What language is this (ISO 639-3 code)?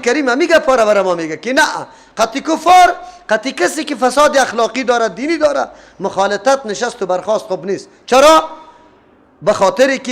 fas